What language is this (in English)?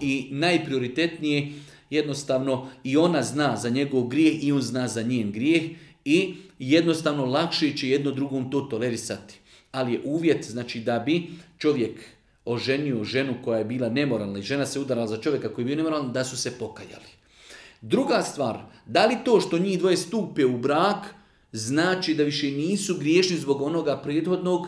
Bosnian